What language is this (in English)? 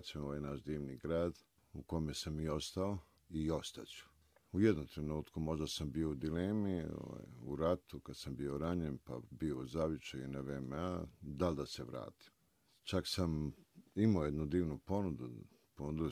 Croatian